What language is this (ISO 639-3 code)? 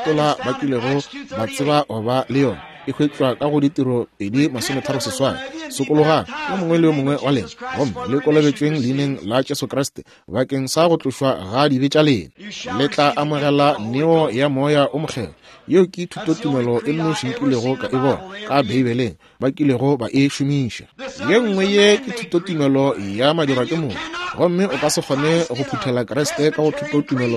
nso